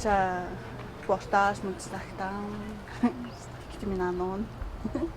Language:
Atikamekw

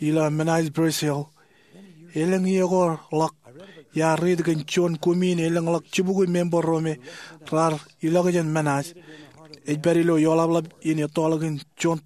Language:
Marshallese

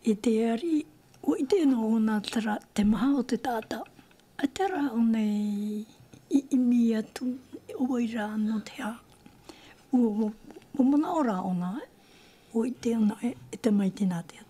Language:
Tahitian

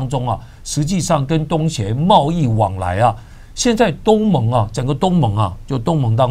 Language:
Chinese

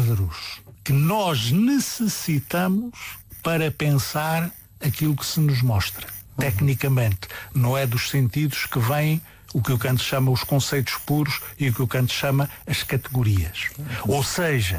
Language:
Portuguese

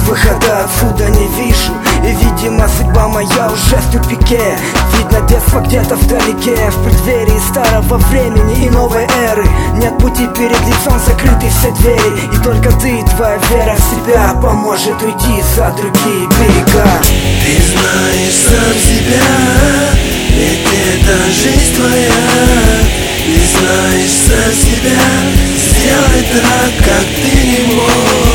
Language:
Russian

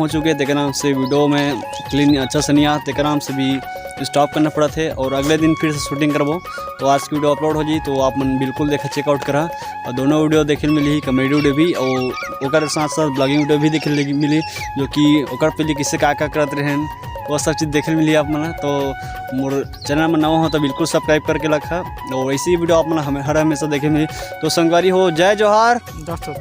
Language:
Chhattisgarhi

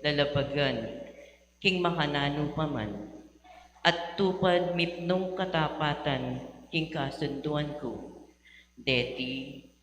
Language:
Pampanga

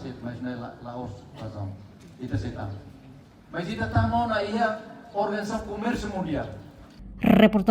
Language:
Tetum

